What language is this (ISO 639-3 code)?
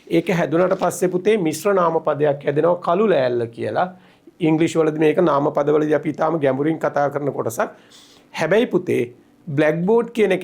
sin